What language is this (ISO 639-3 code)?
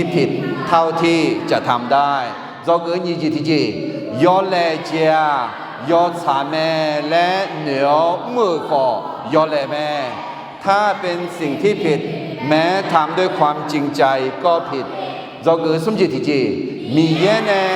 ahk